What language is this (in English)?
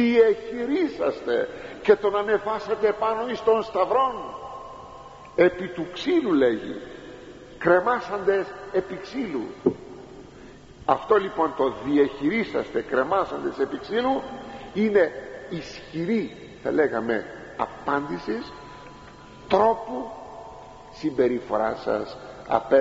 Greek